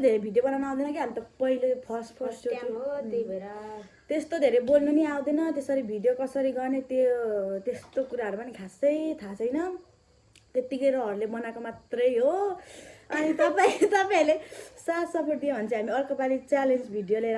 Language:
Nepali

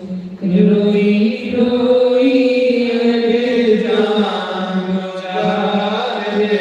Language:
Dogri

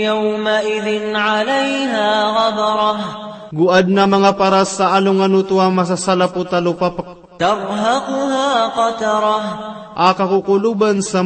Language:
Maranao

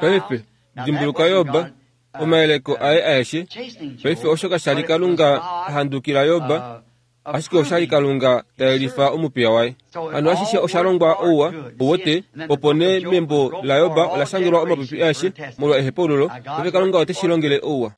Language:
Kuanyama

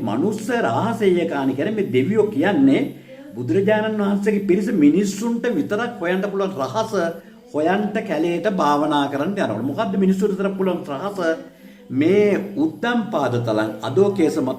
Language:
Sinhala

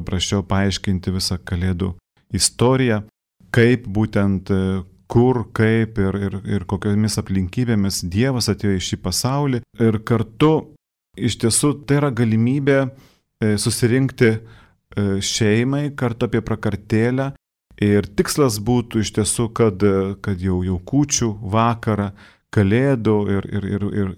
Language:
Lithuanian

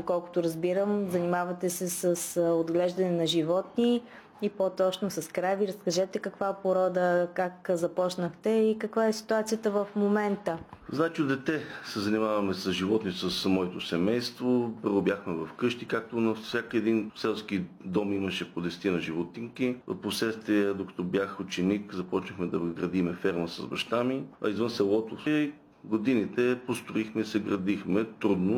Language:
Bulgarian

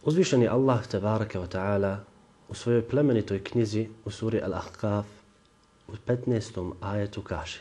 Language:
Bosnian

